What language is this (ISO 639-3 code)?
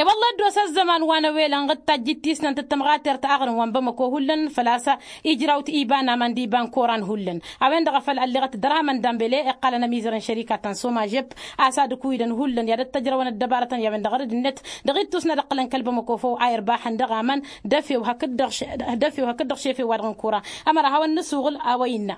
taq